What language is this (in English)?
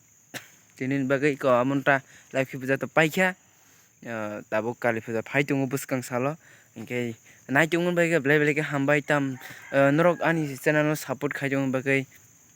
Kok Borok